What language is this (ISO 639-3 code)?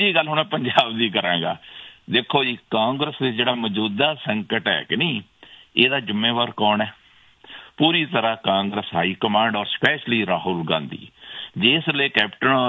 pan